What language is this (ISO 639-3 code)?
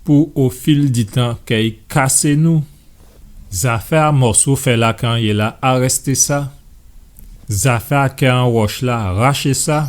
gcf